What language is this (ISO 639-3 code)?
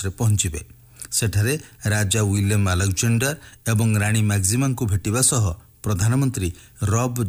ori